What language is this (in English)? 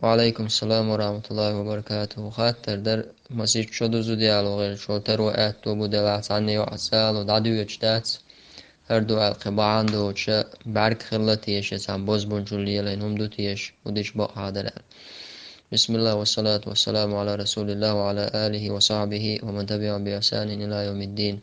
Chechen